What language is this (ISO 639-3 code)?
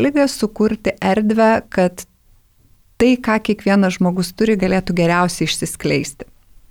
lit